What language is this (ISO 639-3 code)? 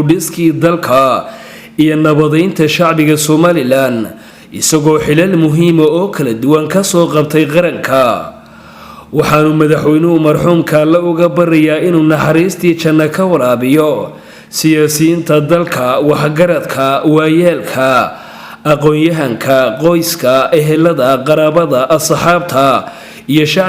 som